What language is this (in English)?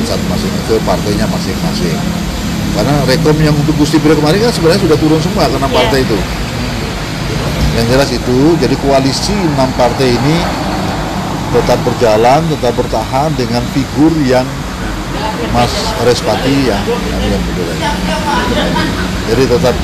Indonesian